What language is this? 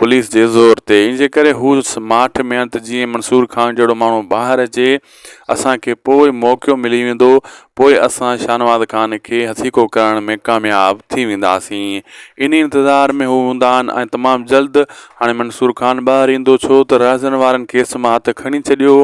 Sindhi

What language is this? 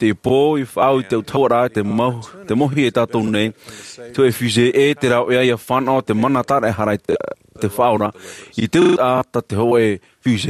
Tahitian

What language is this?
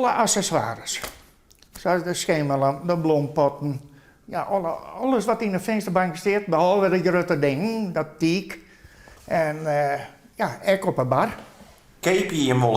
Western Frisian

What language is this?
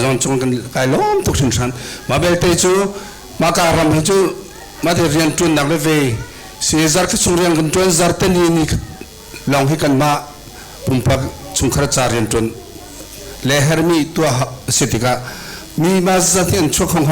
Hakha Chin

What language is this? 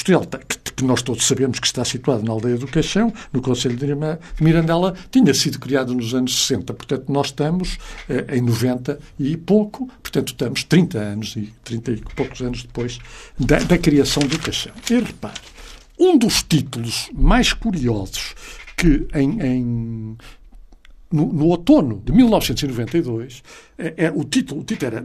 Portuguese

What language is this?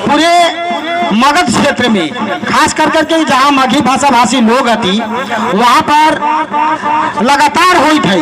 Magahi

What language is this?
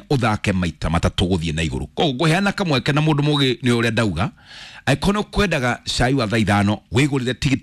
Kikuyu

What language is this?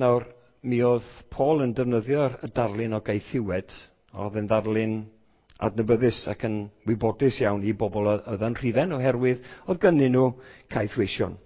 Welsh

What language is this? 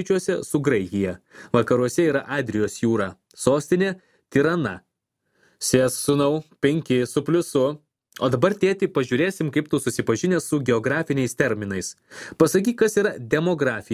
Lithuanian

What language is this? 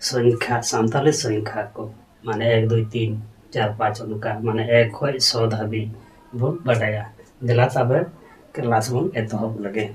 Santali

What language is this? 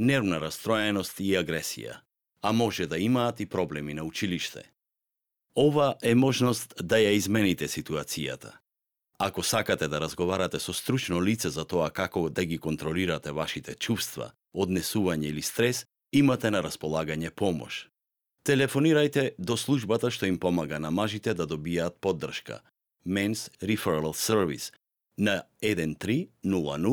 Macedonian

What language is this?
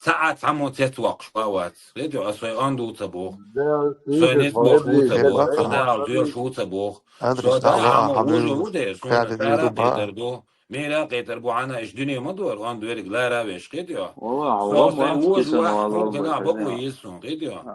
Chechen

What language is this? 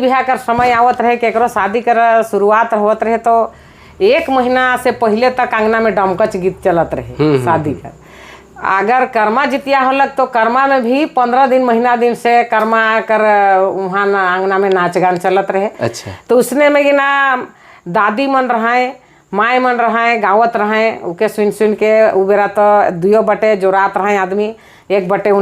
Sadri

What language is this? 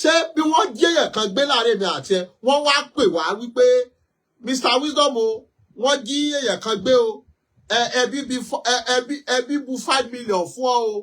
Yoruba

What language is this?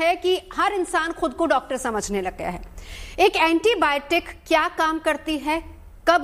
Hindi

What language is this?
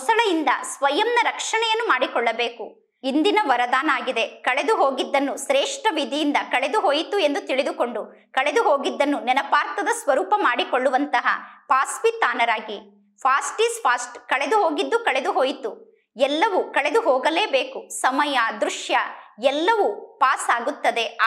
Kannada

